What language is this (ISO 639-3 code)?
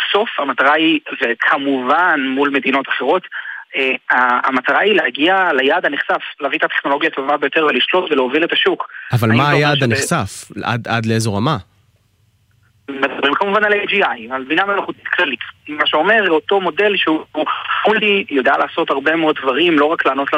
heb